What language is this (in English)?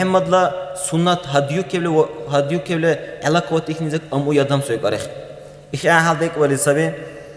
Dargwa